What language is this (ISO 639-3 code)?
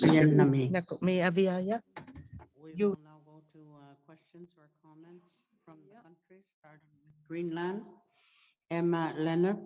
iku